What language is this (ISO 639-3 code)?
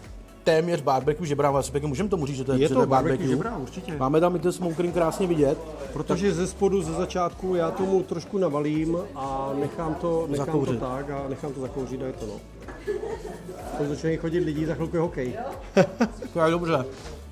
ces